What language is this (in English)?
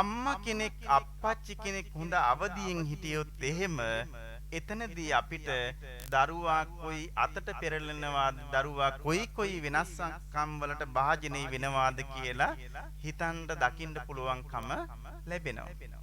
Sinhala